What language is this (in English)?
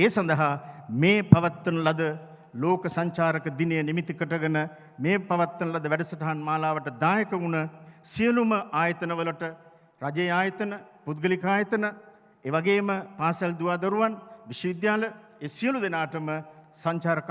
Sinhala